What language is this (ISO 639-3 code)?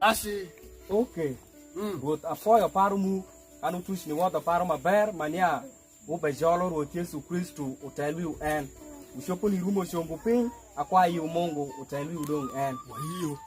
alz